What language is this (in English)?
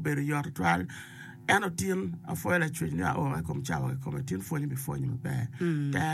Acoli